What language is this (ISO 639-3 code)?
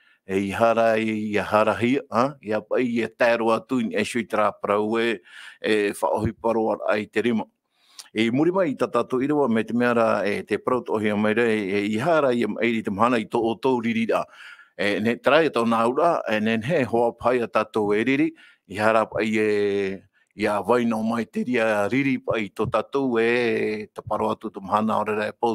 tah